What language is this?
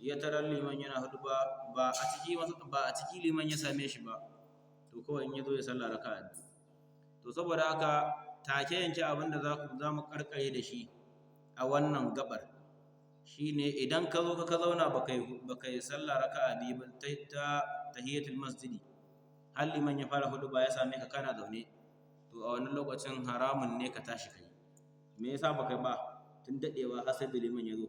Hausa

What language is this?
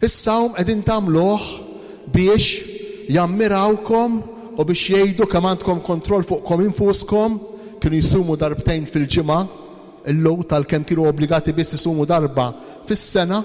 Maltese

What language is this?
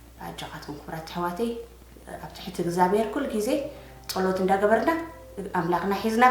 Tigrinya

